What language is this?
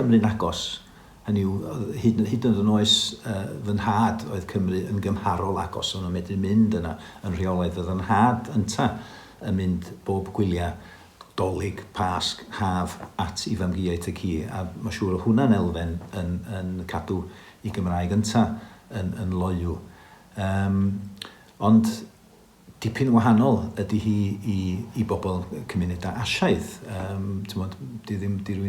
Welsh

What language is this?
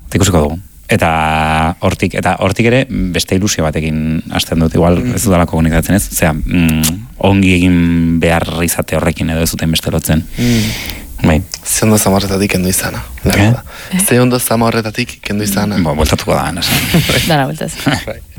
Basque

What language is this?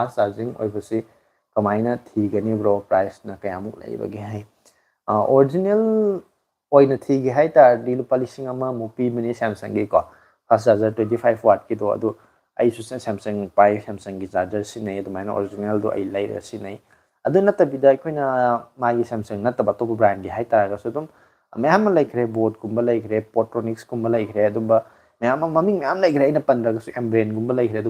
Manipuri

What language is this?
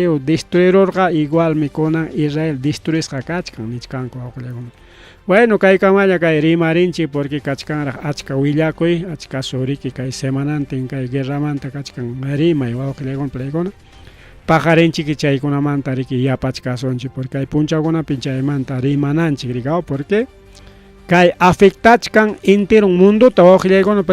Ayacucho Quechua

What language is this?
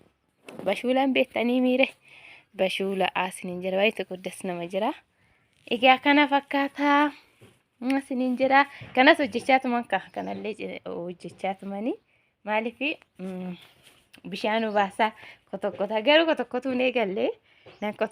Oromo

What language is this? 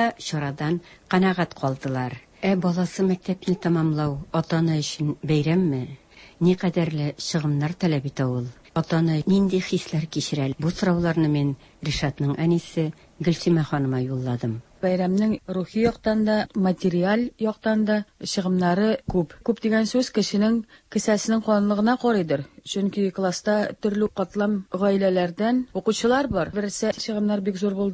Tatar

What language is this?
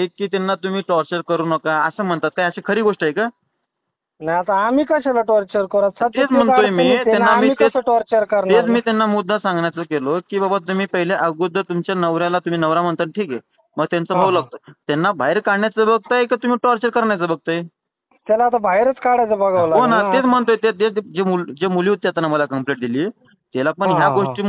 Marathi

